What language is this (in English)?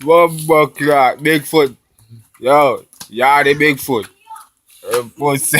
Jamaican Creole English